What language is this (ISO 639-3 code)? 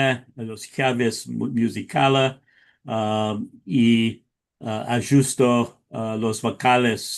lad